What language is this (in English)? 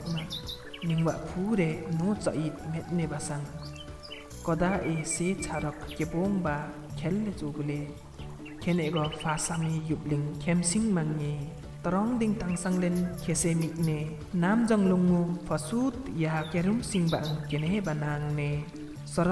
Limbu